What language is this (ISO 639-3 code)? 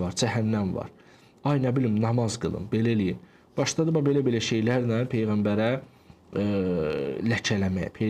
aze